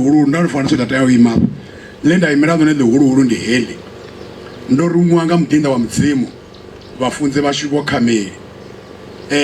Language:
Venda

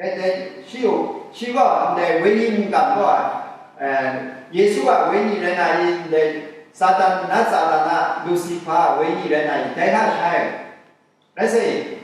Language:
Kachin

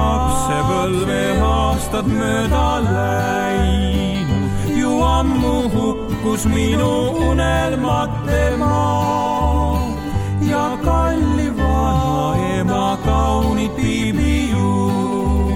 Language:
Estonian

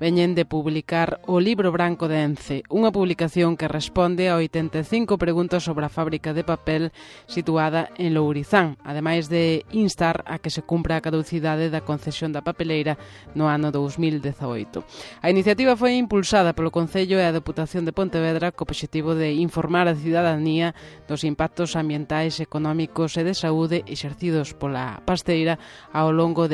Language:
Galician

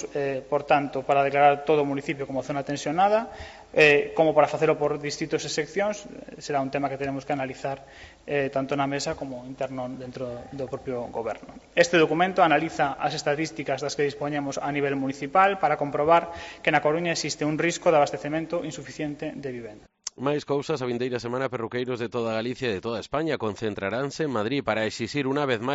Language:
Galician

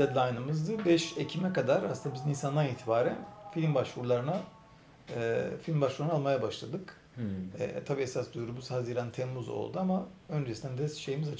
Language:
Turkish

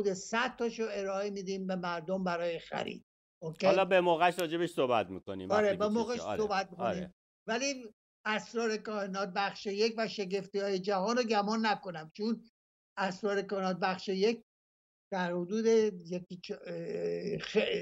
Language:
Persian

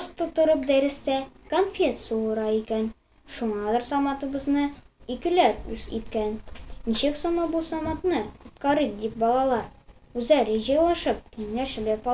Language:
Tatar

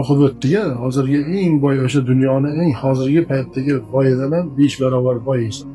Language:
Uzbek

